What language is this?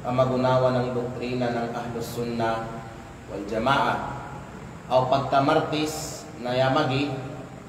Kalagan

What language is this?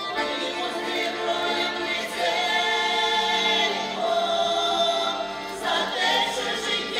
Ukrainian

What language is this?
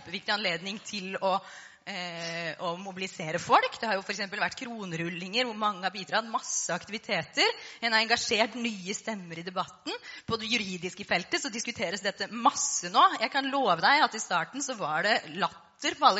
Norwegian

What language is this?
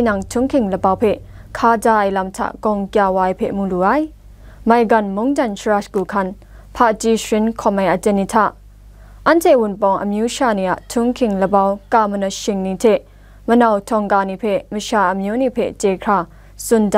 Kachin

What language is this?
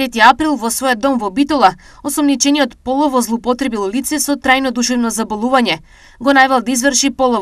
Macedonian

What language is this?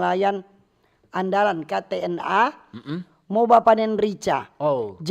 Manado Malay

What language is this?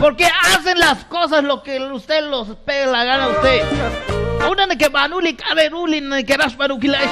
Kekchí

